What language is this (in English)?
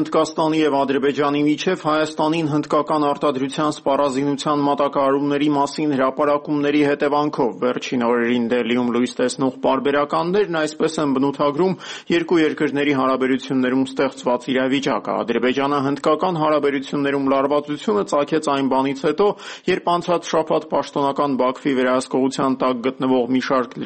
Armenian